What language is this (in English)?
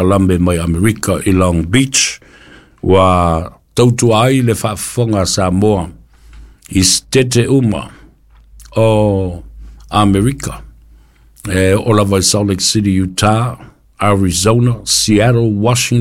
Samoan